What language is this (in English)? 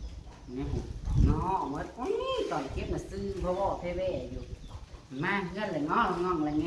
Northeastern Thai